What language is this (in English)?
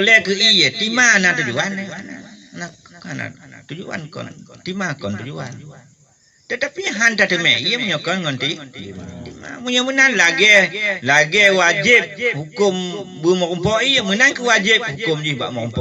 Achinese